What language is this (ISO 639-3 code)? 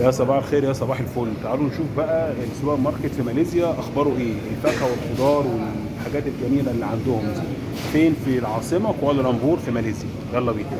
arz